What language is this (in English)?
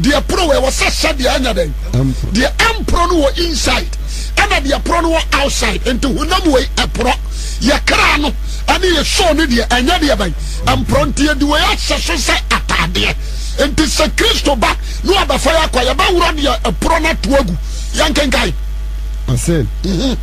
Akan